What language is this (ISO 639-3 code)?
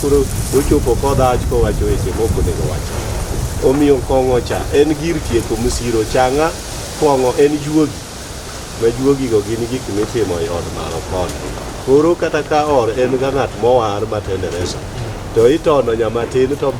luo